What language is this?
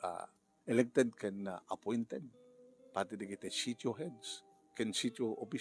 Iloko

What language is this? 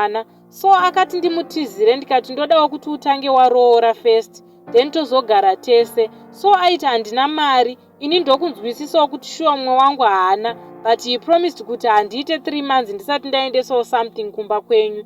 Shona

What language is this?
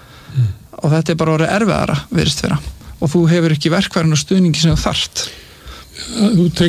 Icelandic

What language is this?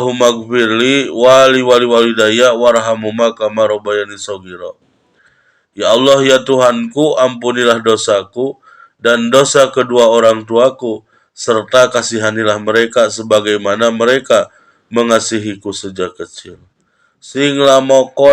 Sundanese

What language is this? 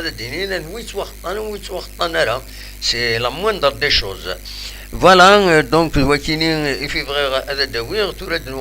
Kabyle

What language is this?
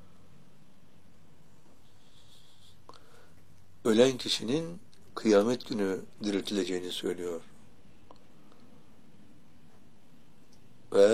Turkish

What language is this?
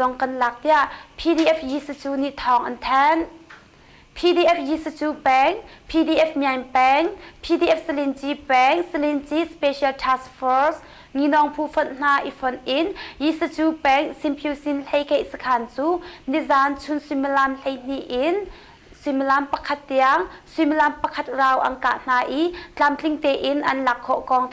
Hakha Chin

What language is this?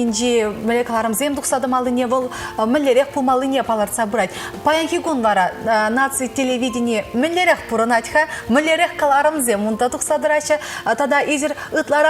Chuvash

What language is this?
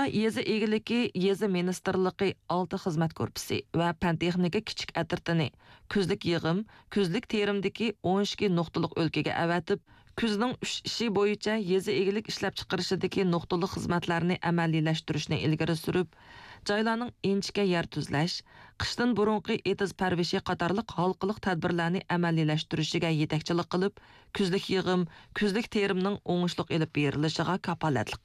Uyghur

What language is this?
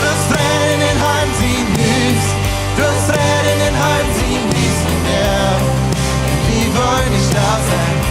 Plautdietsch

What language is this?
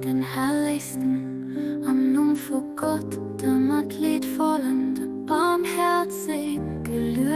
Luxembourgish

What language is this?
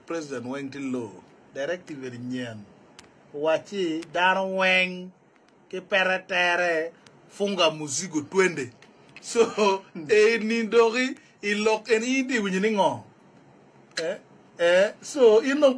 Acoli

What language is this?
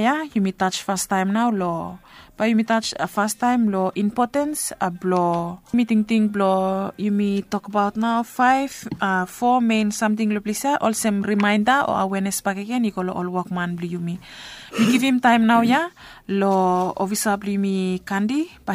Bislama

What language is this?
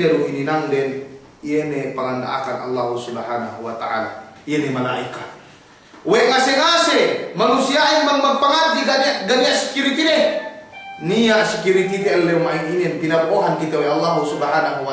Yakan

